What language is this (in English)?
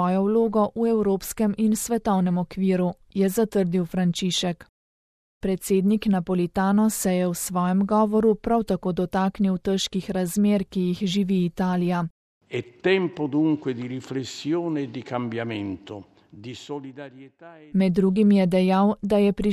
Slovenian